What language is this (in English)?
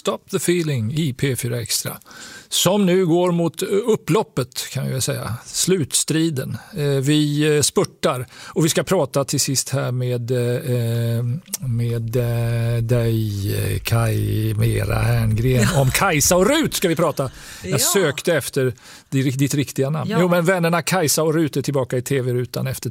Swedish